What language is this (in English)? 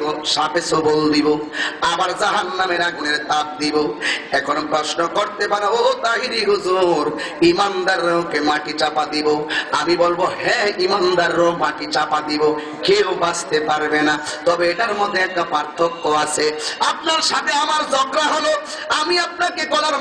Bangla